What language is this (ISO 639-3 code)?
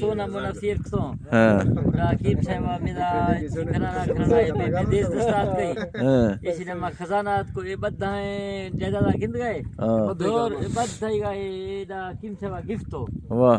bgp